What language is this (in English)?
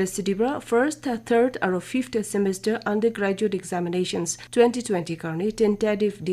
Naga Pidgin